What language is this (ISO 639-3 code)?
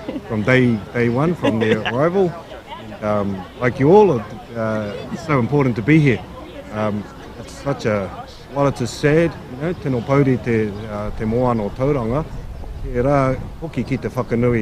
mri